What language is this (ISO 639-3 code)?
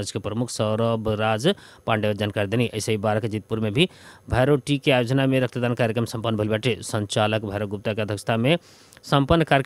bho